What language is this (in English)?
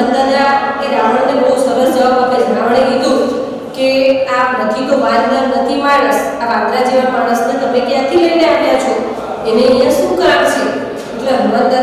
Gujarati